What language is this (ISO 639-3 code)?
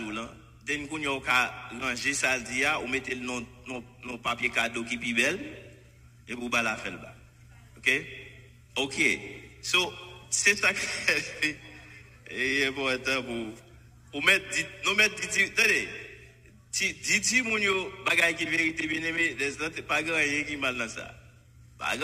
hat